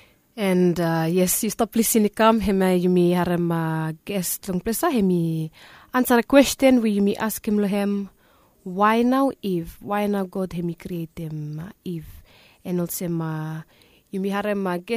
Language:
Bislama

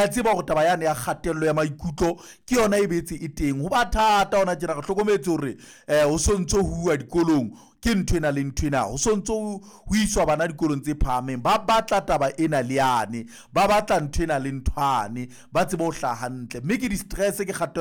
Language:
Southern Sotho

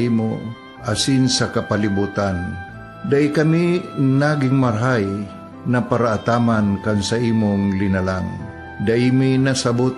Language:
Bikol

